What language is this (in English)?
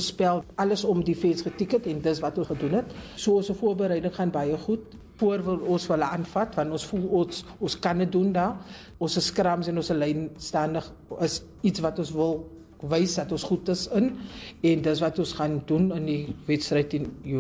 Afrikaans